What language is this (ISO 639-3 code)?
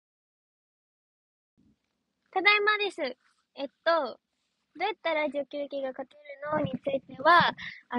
jpn